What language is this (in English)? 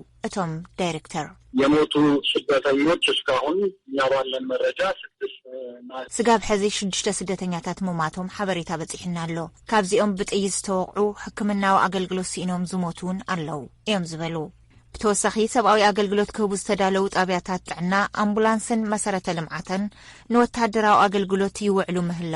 Tigrinya